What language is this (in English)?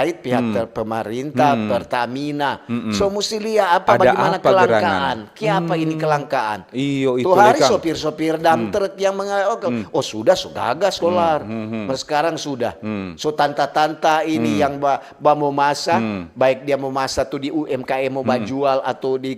Manado Malay